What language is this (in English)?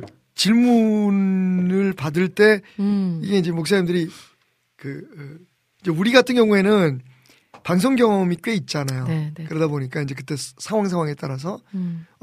Korean